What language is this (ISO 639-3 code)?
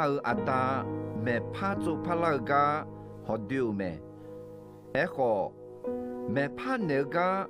ahk